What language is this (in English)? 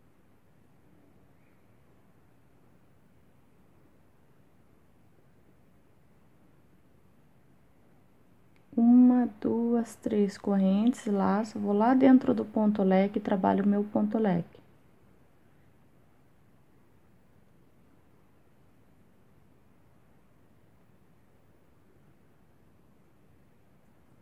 Portuguese